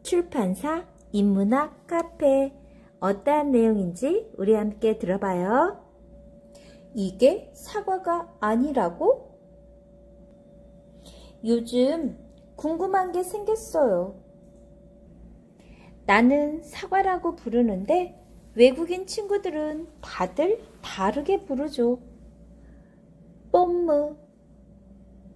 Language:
Korean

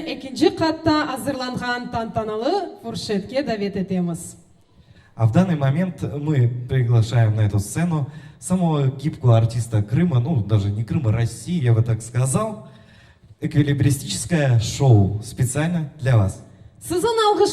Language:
Crimean Tatar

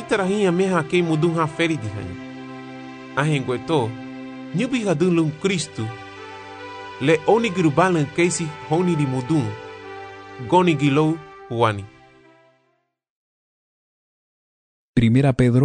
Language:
Garifuna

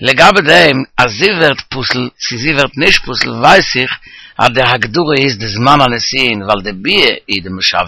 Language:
Yiddish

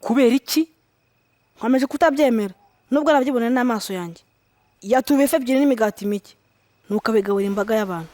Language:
Kinyarwanda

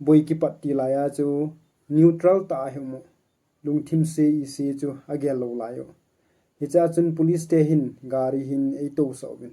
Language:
Thado Chin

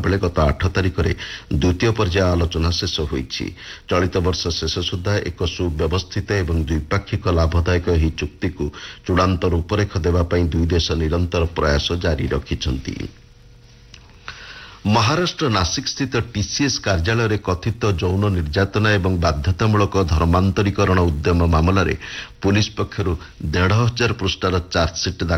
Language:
Odia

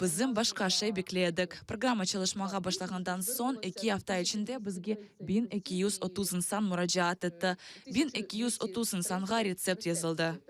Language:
Crimean Tatar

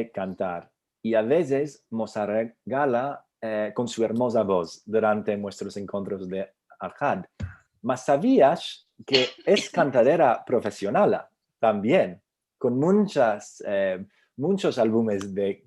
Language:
Ladino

